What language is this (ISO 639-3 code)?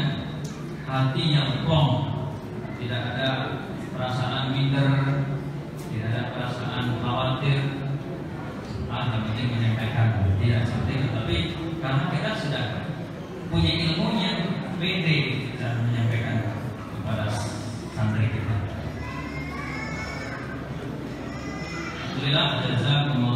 ind